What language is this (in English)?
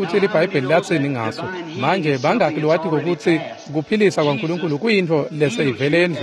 Swati